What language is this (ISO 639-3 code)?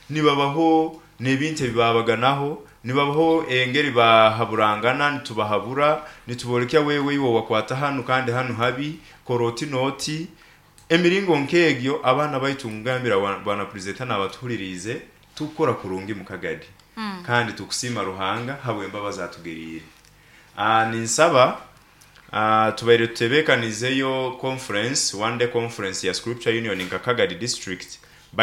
nyo